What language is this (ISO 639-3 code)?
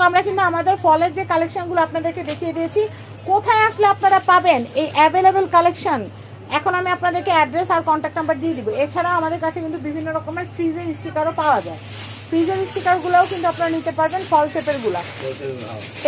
ben